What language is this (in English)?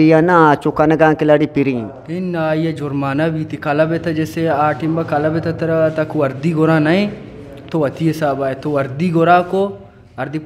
Eastern Balochi